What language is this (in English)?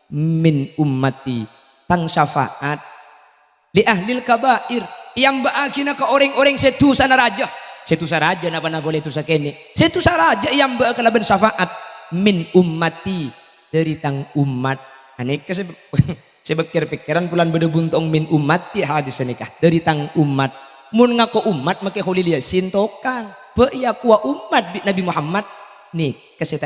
Madurese